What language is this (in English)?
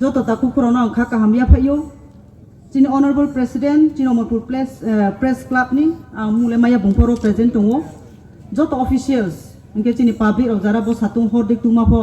Riang (India)